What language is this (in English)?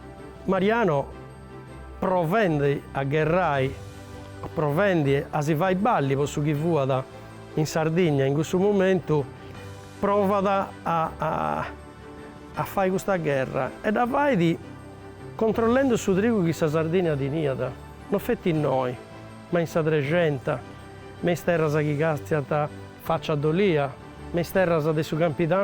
Sardinian